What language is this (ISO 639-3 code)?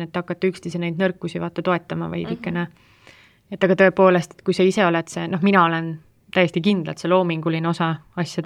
est